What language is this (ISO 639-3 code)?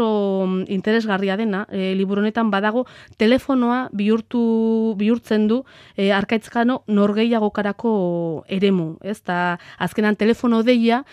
eus